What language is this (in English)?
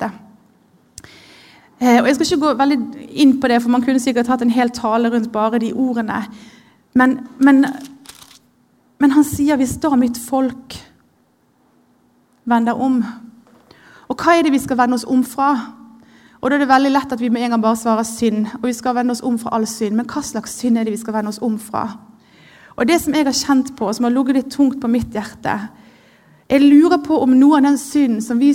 Norwegian